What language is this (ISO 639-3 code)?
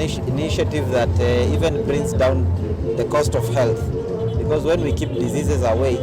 kam